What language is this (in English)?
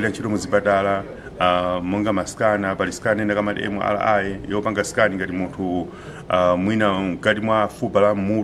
Nyanja